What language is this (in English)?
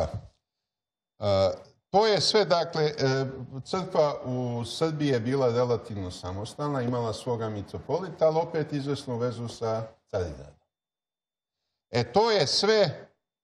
Serbian